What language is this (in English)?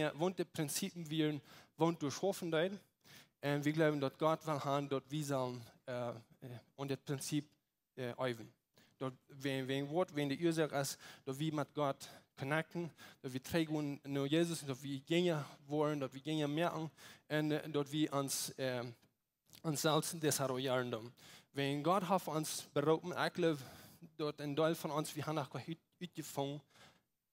Plautdietsch